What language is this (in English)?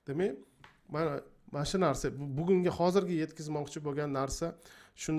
Uzbek